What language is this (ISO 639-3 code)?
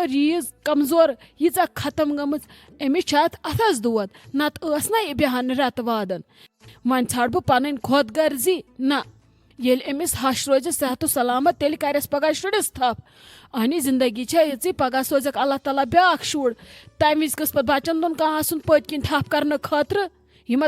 kas